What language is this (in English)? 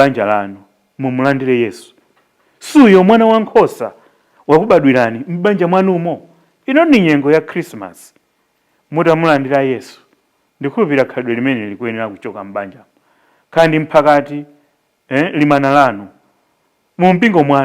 Nyanja